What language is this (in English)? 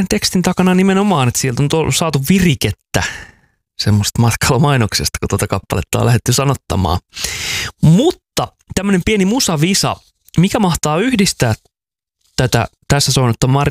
Finnish